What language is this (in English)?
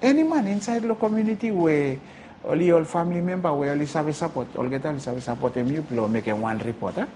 Bislama